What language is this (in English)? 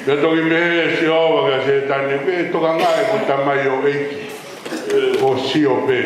Tongan